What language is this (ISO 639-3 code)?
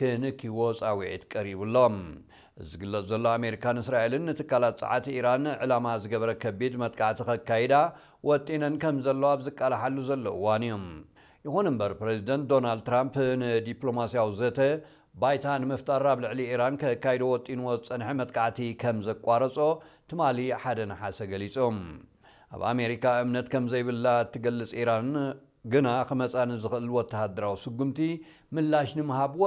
tir